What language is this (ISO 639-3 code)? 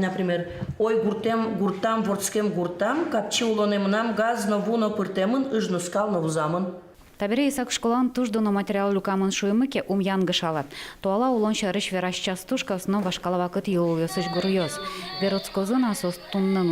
udm